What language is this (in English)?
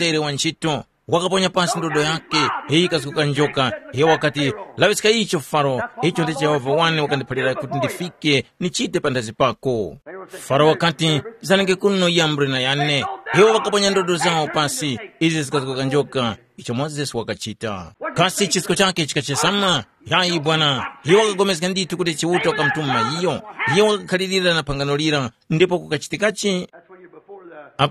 Tumbuka